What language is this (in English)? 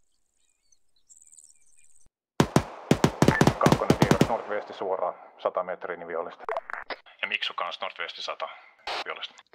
Finnish